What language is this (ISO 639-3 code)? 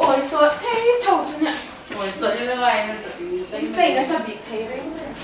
hmr